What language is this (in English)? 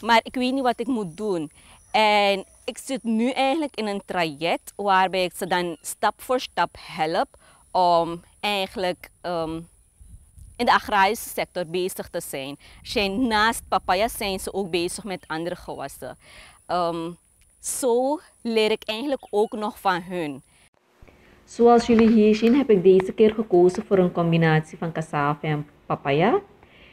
Dutch